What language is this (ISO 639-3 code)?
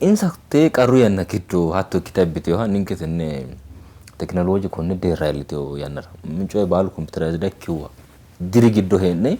sid